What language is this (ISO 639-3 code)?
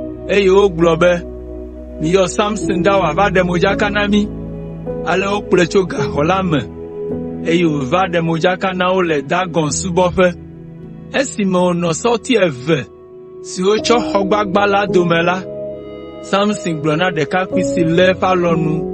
ewe